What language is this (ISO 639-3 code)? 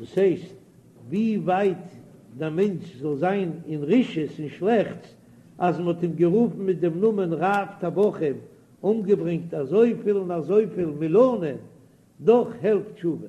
yid